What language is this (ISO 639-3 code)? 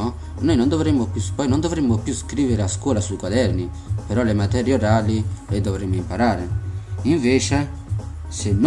ita